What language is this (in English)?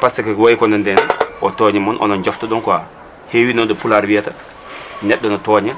Fula